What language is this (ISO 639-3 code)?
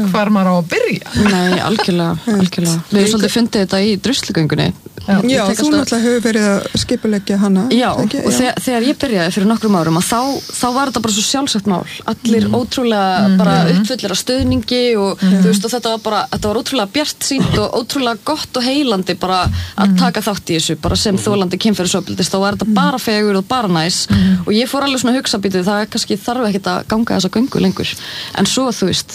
isl